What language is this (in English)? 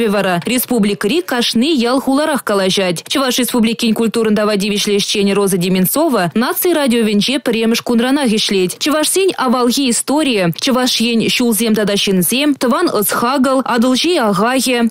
Chuvash